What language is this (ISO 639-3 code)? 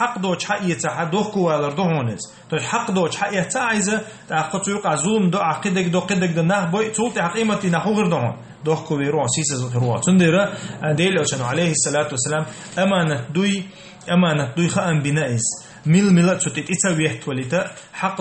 che